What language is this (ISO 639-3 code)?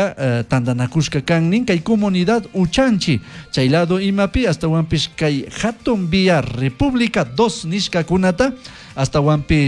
qug